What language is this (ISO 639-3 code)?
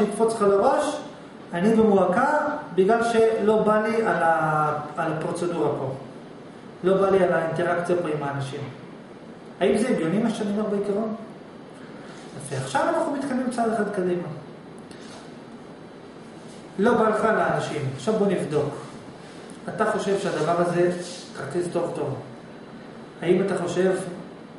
heb